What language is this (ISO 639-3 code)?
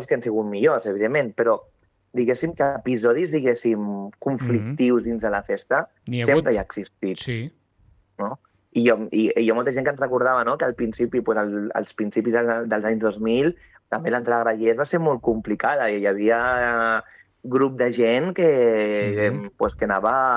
cat